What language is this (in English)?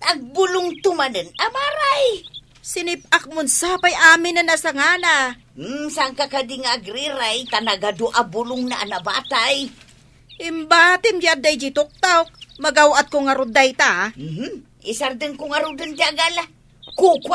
Iloko